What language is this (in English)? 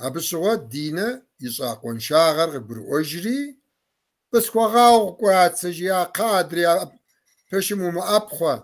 Kabardian